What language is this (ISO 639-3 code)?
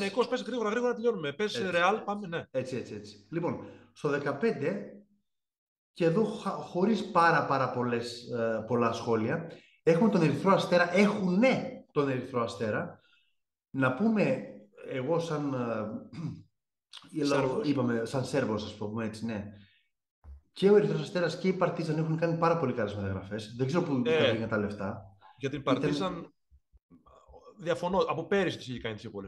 ell